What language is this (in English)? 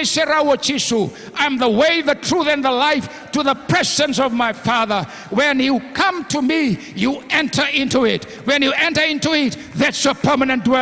Fijian